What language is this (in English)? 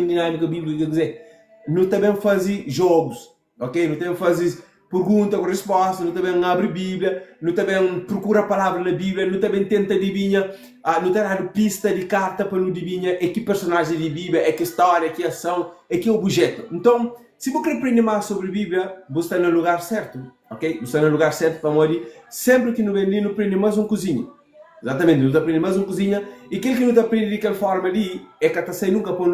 Kabuverdianu